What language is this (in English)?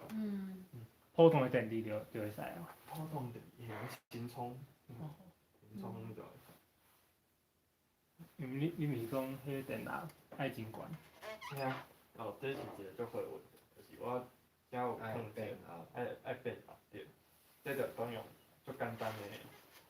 Min Nan Chinese